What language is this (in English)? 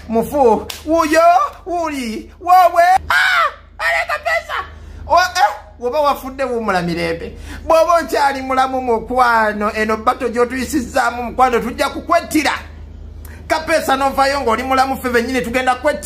Ganda